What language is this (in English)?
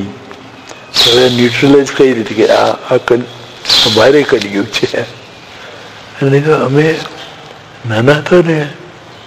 Gujarati